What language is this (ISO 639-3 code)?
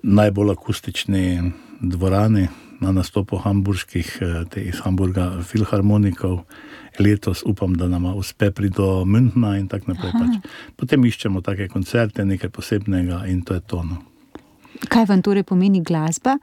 slv